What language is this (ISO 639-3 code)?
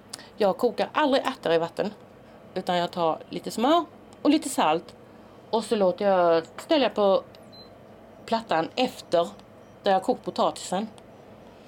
swe